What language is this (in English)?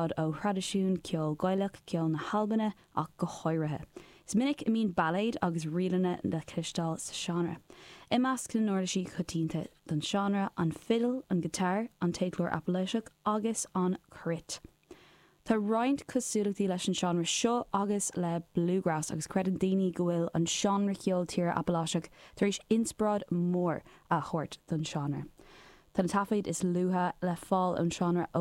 Irish